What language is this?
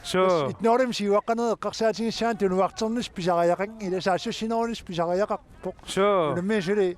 Kalaallisut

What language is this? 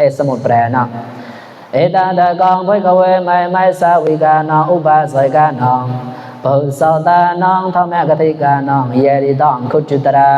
Mon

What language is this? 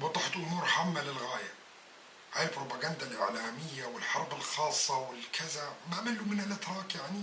North Levantine Arabic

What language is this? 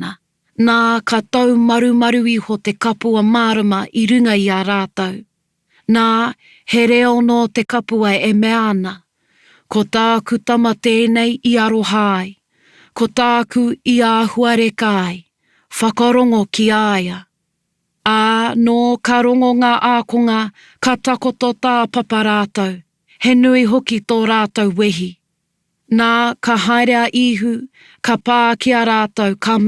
Māori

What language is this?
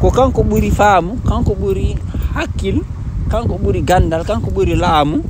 Fula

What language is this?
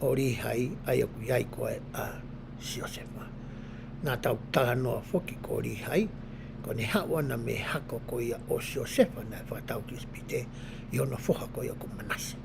Tongan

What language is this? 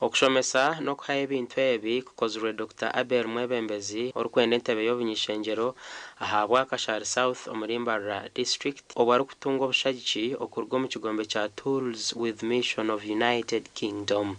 Nyankole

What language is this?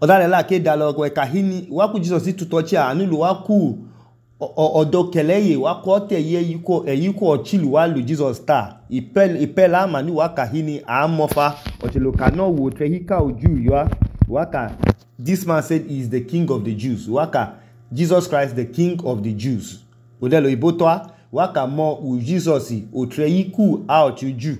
Idoma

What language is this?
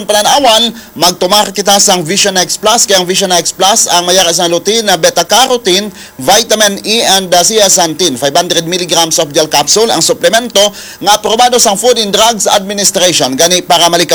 Hiligaynon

